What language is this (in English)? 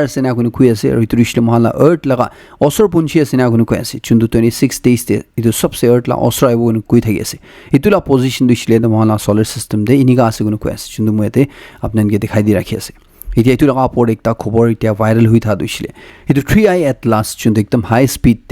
Naga Pidgin